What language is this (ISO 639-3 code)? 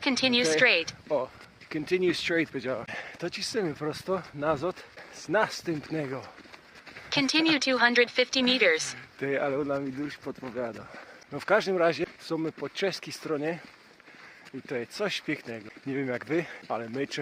szl